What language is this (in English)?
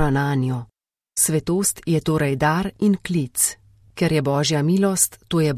Slovenian